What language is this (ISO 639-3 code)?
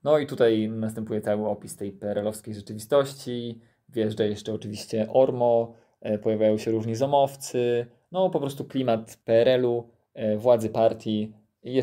pol